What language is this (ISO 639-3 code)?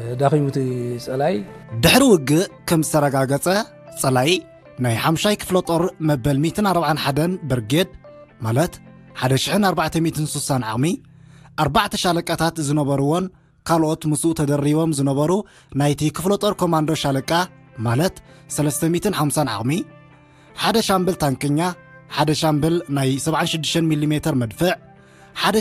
tir